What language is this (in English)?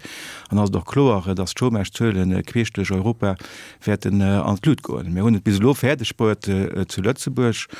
Luxembourgish